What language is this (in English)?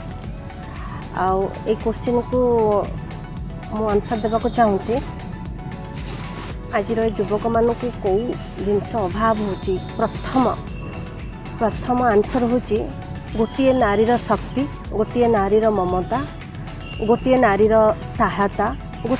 Odia